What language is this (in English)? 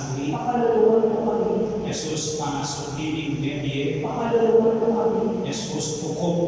Pampanga